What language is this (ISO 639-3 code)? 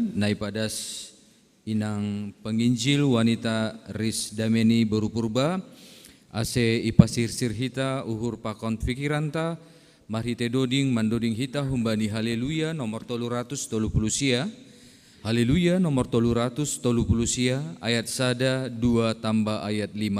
bts